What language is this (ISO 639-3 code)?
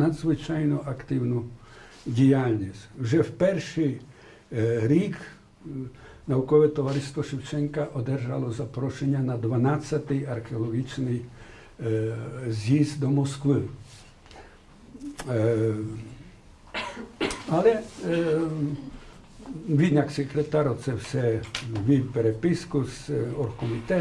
ukr